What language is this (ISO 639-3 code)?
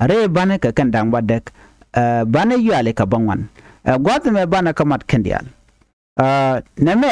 nus